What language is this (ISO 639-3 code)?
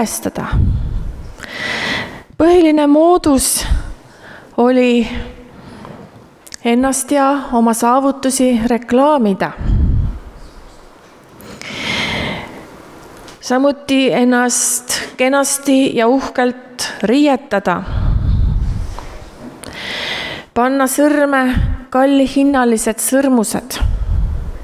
est